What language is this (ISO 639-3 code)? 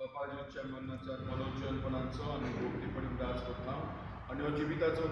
kok